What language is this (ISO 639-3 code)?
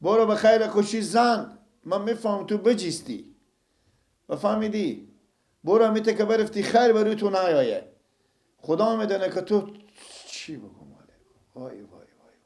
fas